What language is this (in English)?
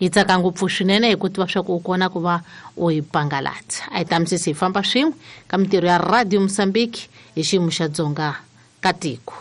Tsonga